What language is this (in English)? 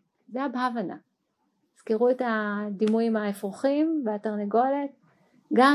Hebrew